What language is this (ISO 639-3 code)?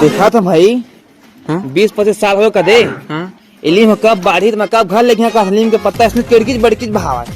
hne